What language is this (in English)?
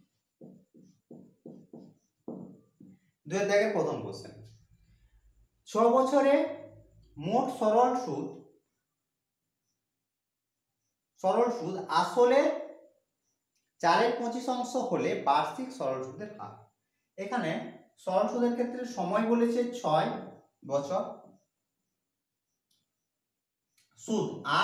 Bangla